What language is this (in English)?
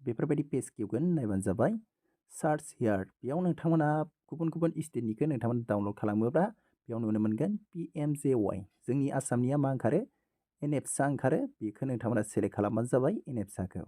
Bodo